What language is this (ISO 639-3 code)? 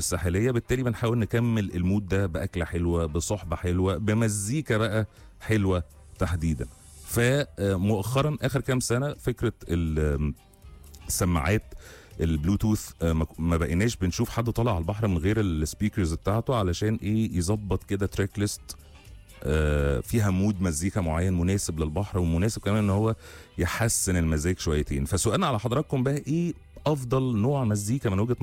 arz